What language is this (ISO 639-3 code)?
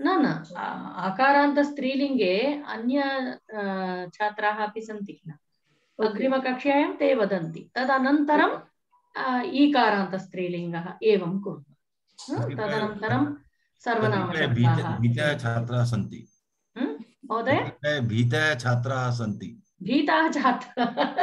san